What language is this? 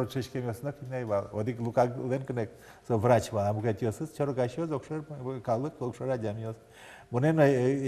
Udmurt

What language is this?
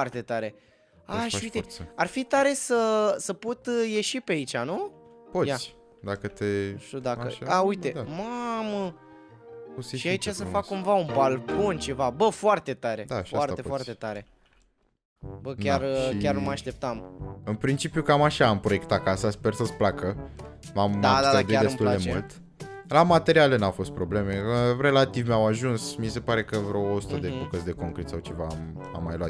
Romanian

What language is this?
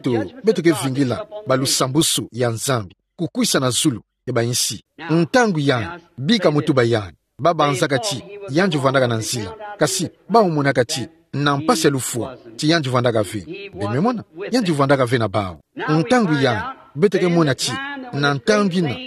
Kituba (Democratic Republic of Congo)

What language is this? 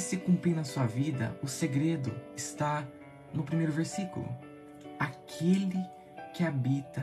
Portuguese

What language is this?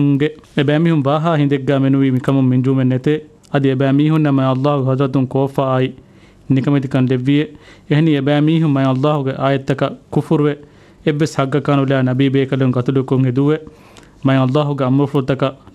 Divehi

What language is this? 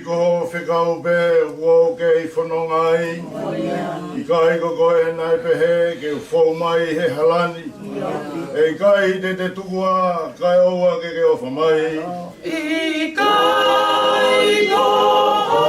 Tongan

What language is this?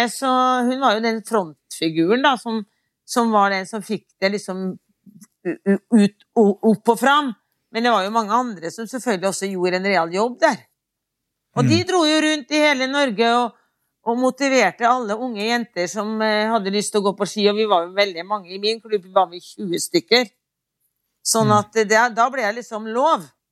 Norwegian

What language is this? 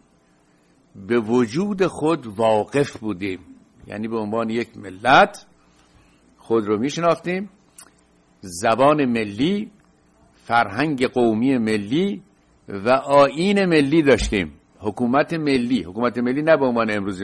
Persian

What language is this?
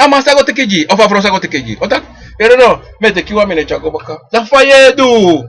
Sranan Tongo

